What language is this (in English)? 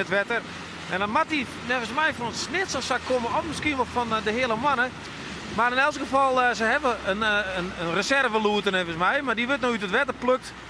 Western Frisian